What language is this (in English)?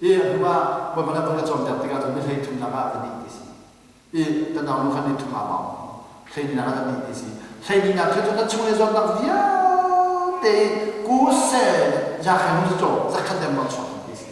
Hakha Chin